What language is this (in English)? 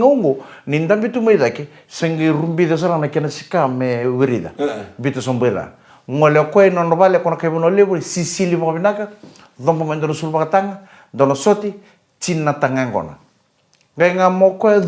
Fijian